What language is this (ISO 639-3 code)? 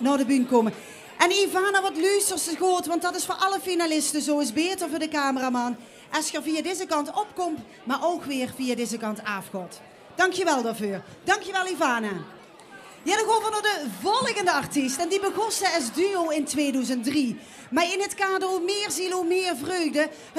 lim